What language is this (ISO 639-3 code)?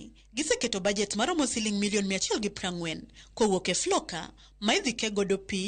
luo